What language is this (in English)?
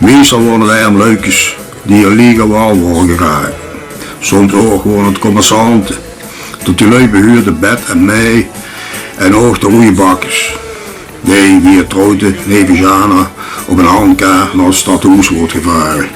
Limburgish